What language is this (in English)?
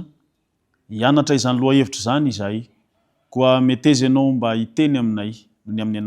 Malagasy